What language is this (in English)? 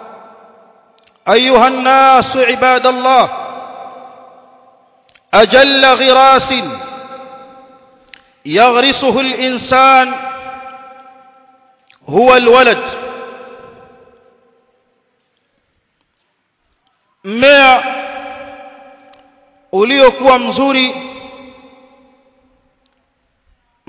Swahili